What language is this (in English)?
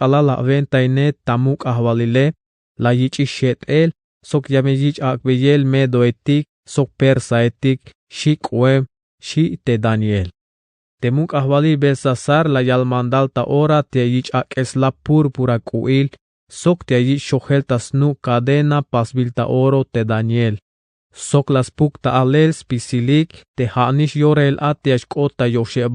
Tzeltal